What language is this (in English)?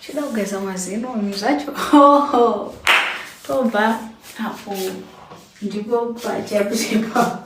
Shona